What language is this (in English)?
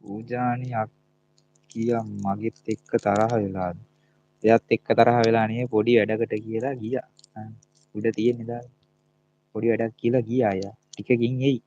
Sinhala